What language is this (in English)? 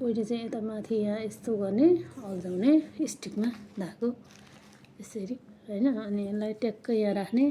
Nepali